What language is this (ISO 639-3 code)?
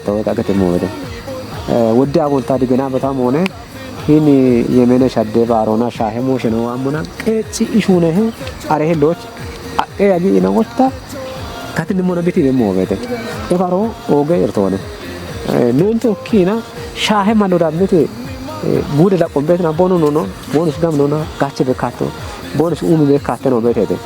kbr